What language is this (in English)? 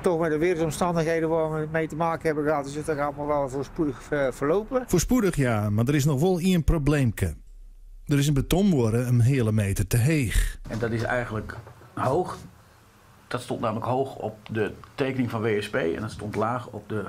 Western Frisian